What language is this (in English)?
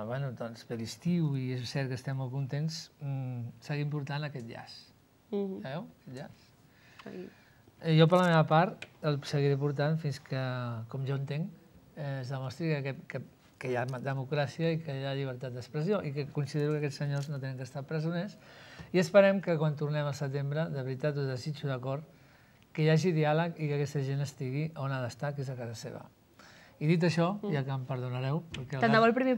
Catalan